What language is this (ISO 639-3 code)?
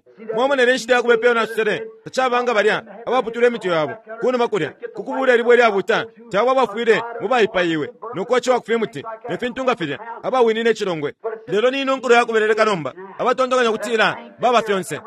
bem